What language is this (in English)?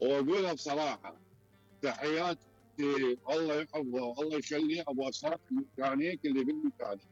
Mesopotamian Arabic